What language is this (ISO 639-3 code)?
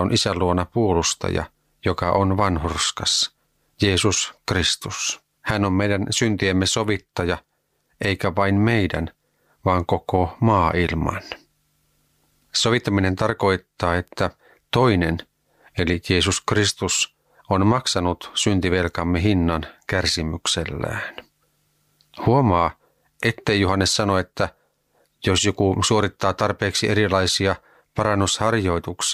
fin